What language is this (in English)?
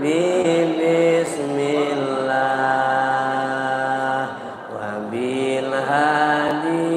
Musi